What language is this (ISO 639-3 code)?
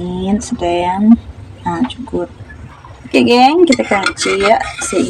iba